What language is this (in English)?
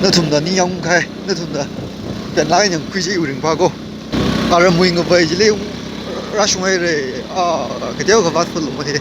Tangkhul Naga (India)